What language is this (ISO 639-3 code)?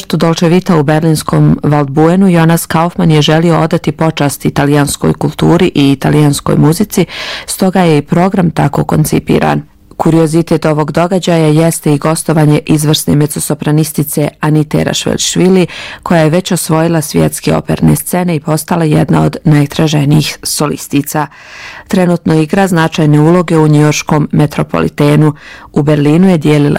bos